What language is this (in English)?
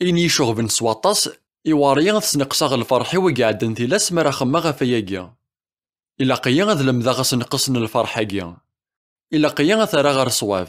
Kabyle